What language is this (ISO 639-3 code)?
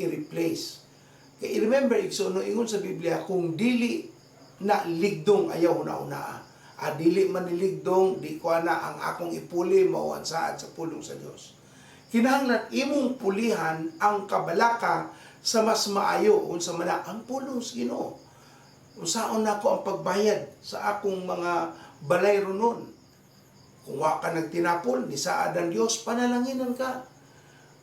ceb